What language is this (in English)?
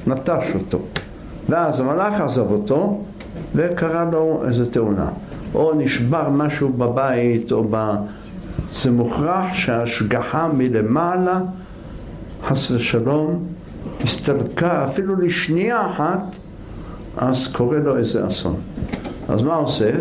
Hebrew